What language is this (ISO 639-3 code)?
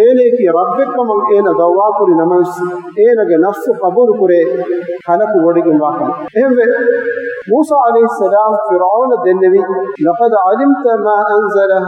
div